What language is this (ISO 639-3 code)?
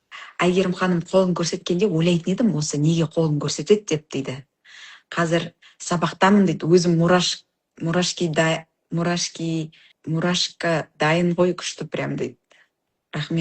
kaz